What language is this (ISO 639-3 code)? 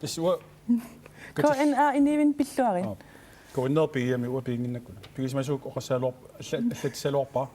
kal